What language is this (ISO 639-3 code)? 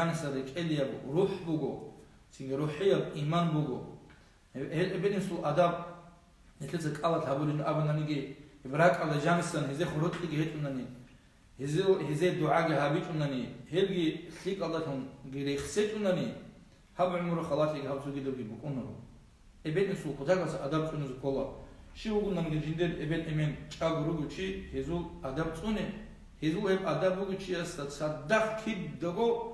ava